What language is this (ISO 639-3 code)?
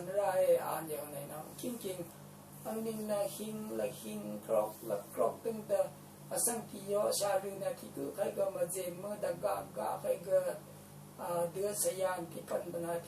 raw